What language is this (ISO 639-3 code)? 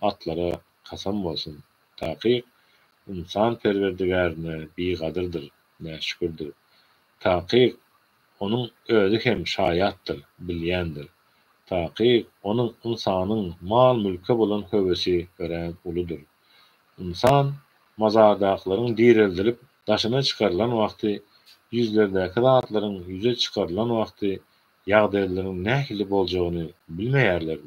tuk